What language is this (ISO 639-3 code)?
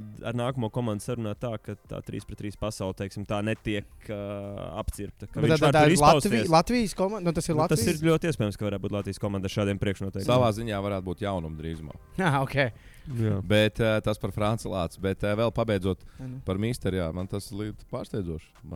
lav